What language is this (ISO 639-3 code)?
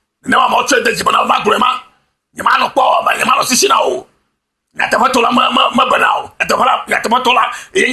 ewe